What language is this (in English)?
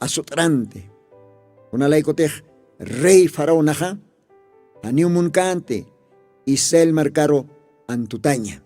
Aymara